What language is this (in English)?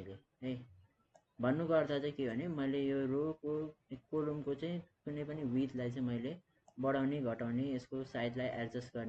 Nepali